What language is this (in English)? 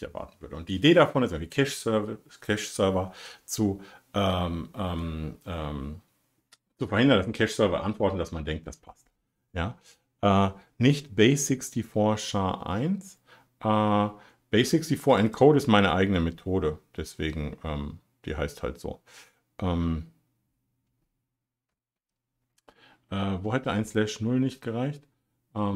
German